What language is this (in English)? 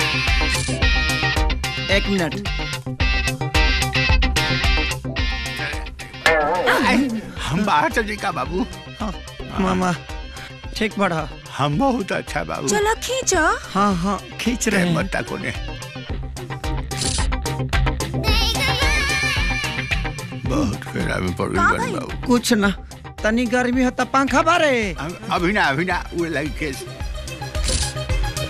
Bhojpuri